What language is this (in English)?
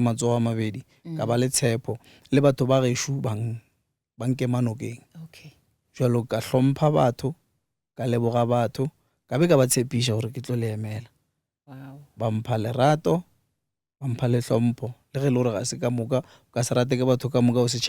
Northern Sotho